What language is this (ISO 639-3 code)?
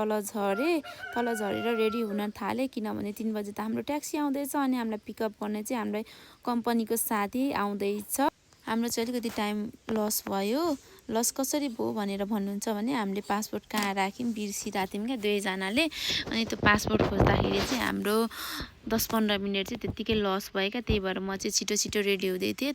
nep